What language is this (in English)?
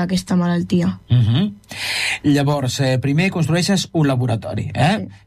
Catalan